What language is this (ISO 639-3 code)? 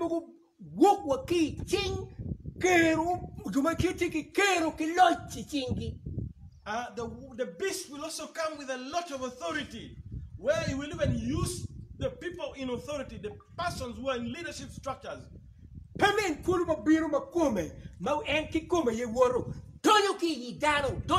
ach